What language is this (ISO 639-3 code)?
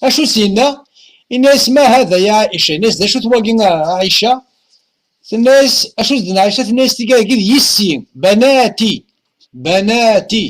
kab